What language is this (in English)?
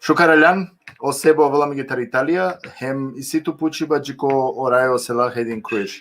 Balkan Romani